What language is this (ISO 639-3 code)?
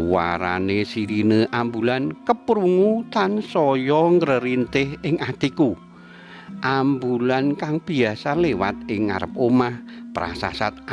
jav